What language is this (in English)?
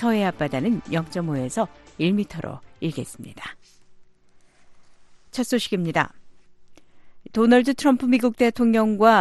Korean